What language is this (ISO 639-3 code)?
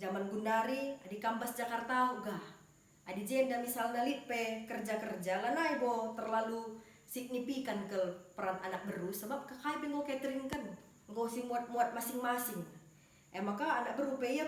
btx